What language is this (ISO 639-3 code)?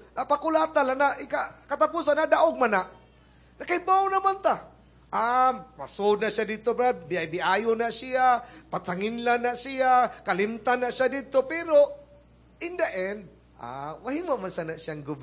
ceb